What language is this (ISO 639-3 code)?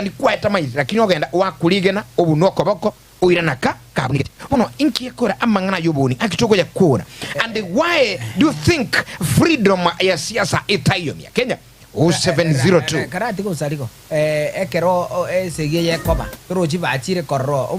guz